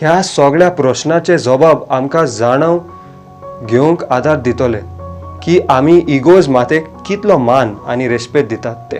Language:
Konkani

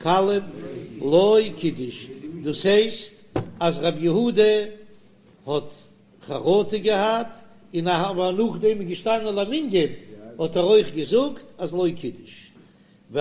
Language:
Yiddish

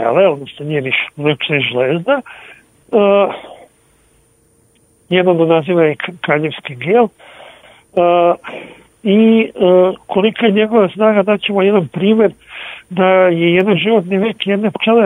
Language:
Serbian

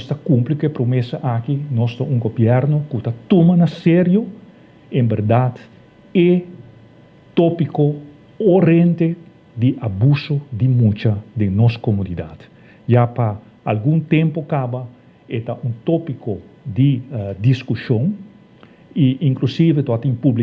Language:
Papiamento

